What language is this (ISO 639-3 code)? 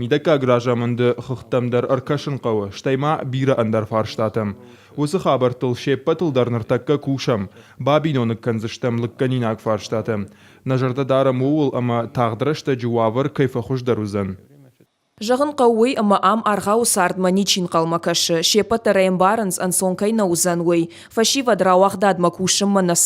oss